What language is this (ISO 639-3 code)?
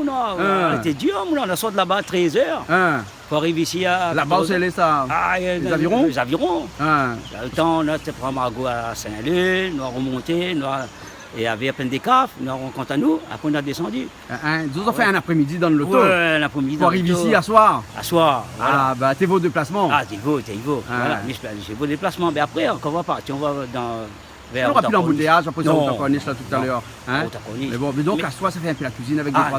rcf